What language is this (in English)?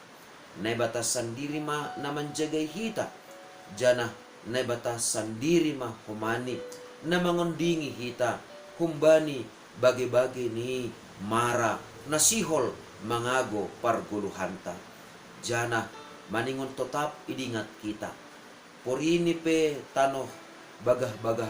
Batak Simalungun